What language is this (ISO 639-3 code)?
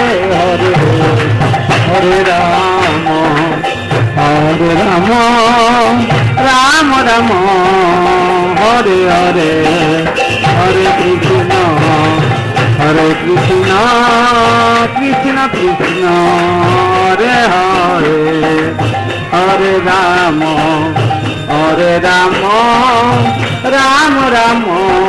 ori